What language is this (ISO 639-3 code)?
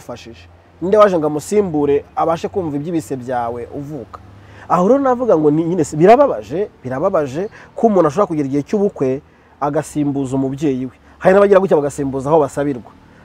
kin